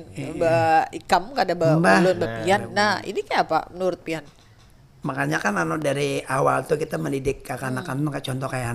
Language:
Banjar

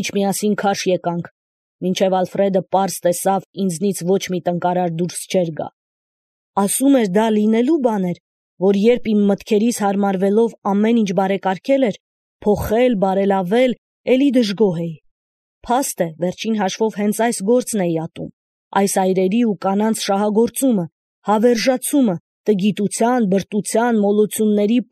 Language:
Armenian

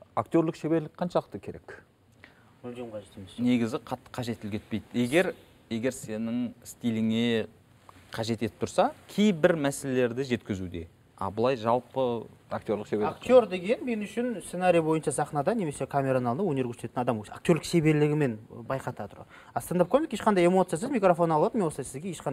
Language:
Kazakh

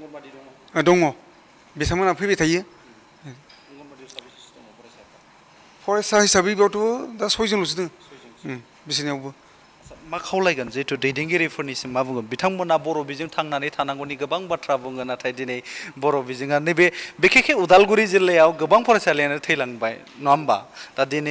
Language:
Bodo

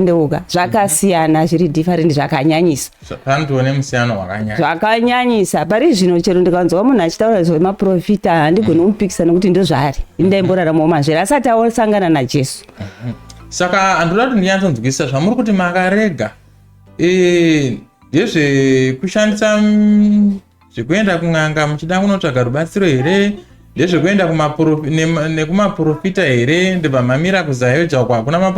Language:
Shona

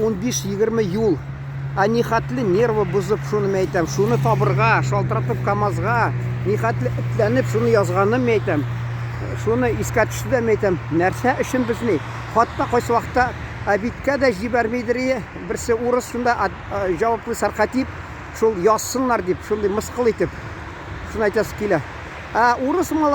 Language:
Tatar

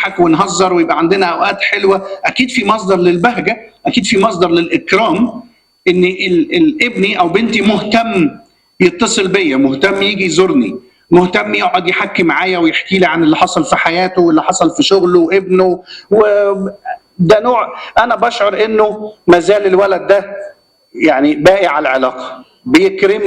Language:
Egyptian Arabic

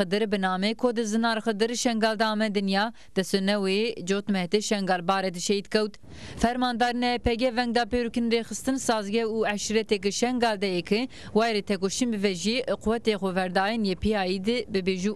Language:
Zaza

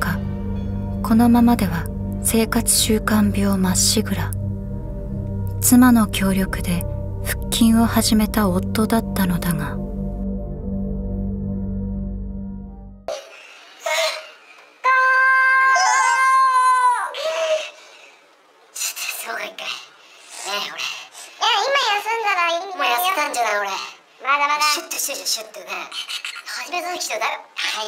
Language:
Japanese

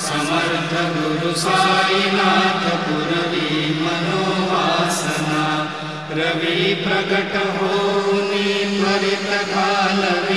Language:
Marathi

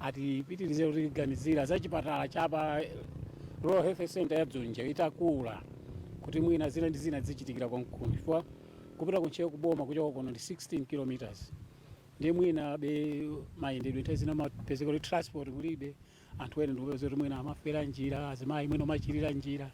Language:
Nyanja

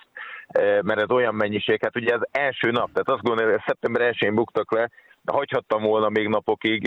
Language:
Hungarian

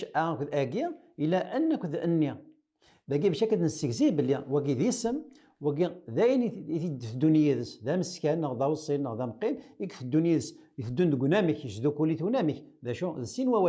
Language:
Kabyle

